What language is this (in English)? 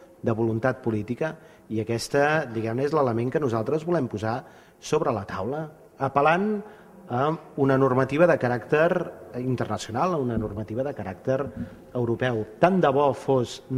Catalan